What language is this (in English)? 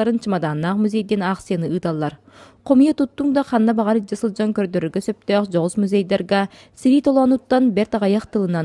Yakut